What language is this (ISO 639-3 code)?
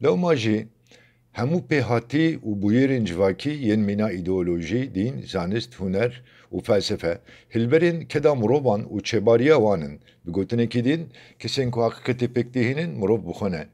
kur